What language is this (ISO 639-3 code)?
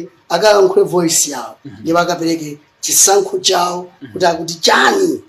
nya